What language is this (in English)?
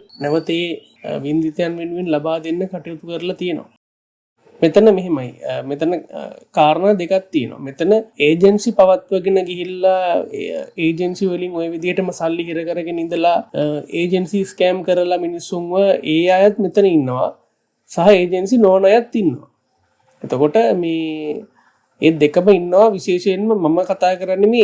Sinhala